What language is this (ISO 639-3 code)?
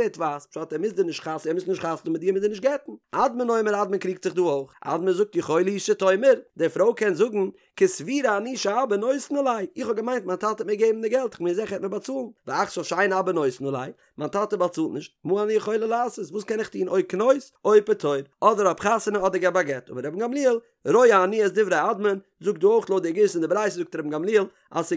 yid